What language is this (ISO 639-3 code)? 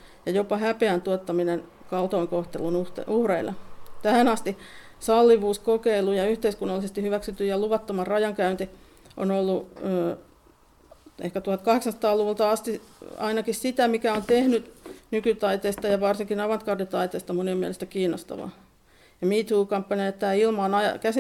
fin